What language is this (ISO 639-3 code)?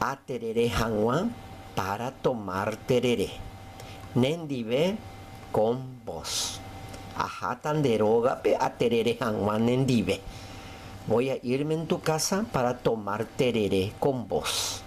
grn